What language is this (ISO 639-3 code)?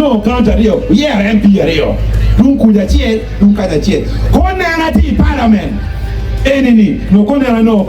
ach